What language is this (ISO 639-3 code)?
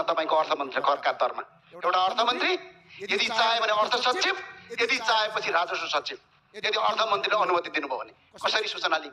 nep